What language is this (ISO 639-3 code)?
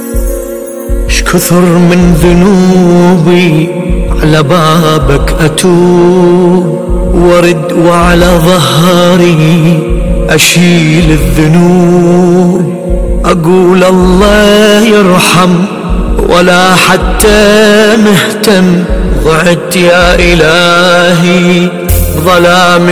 ara